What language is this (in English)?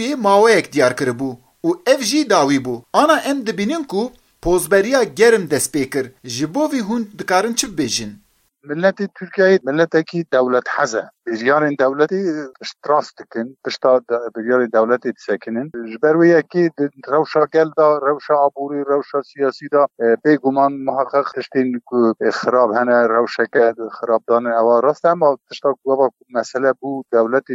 Kurdish